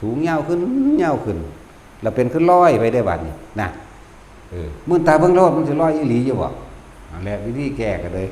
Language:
Northeastern Thai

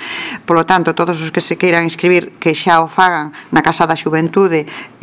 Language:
Galician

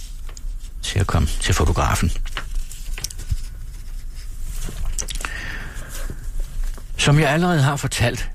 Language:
Danish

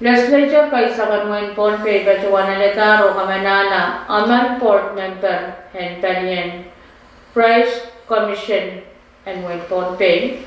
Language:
Pohnpeian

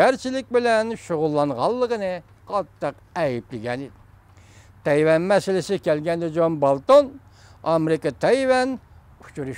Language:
Uyghur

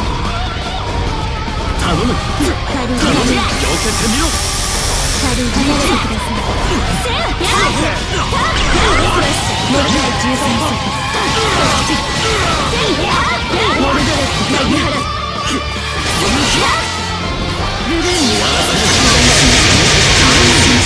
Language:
Japanese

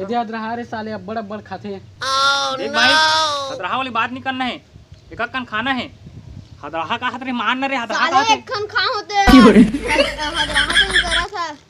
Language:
Chhattisgarhi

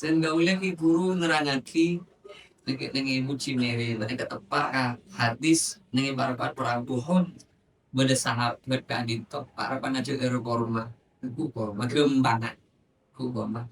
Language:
Madurese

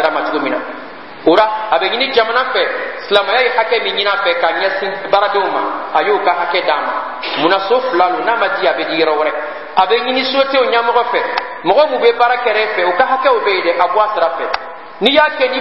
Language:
Bambara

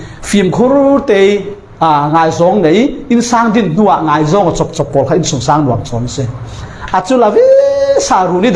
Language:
Falam Chin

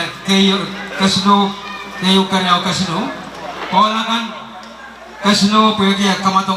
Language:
Pohnpeian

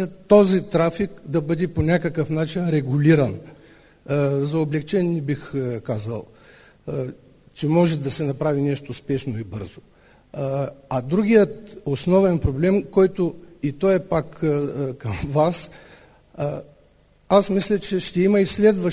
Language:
Bulgarian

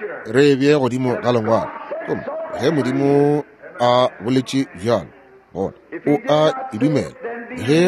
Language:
Northern Sotho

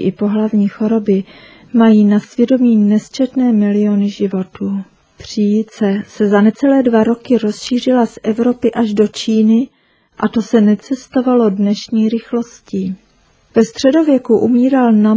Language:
Czech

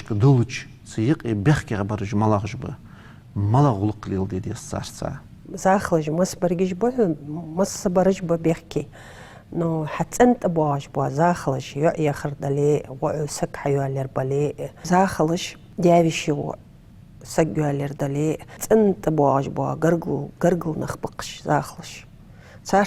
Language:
Ingush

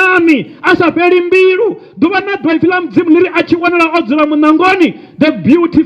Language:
Venda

